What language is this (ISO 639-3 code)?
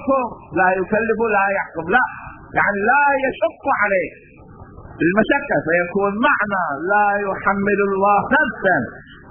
ara